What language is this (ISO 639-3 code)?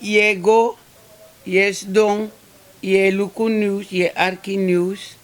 srn